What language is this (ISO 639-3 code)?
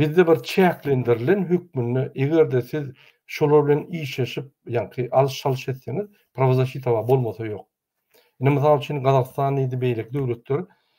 tuk